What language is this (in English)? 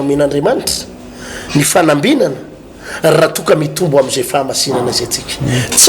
Malagasy